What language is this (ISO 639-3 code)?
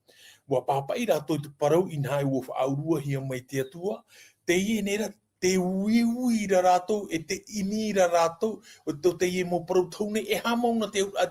tah